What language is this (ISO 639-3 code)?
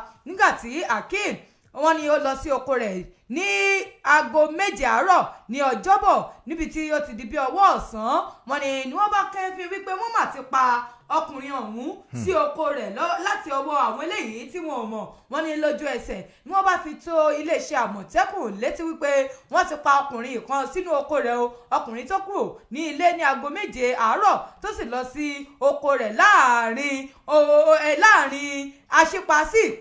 yor